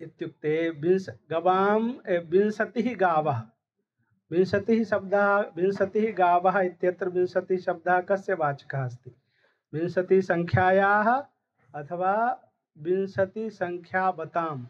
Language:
Sanskrit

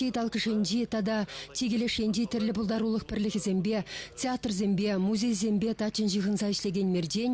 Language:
Chuvash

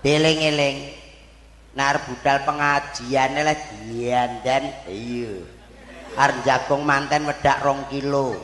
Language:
Javanese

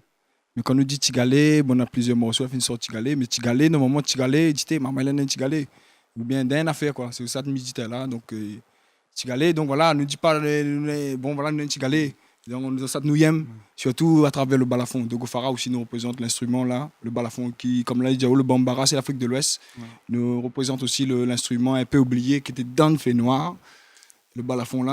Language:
Réunion Creole French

